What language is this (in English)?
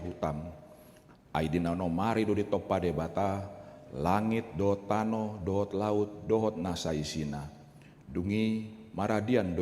Batak Toba